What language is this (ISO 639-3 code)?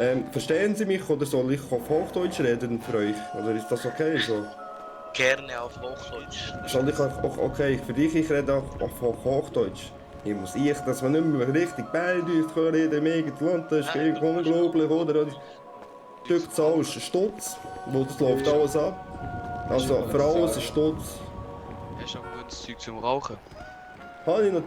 gsw